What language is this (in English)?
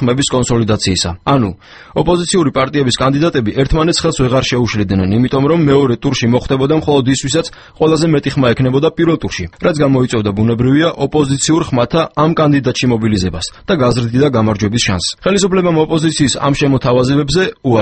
Georgian